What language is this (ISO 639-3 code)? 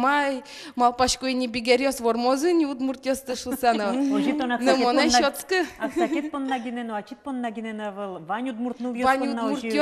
udm